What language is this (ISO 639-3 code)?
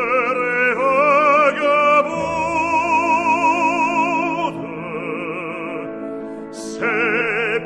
ron